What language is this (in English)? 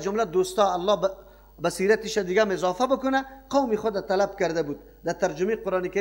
Persian